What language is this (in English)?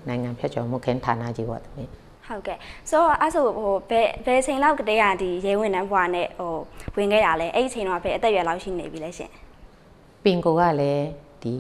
Burmese